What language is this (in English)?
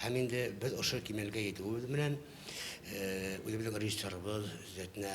Bashkir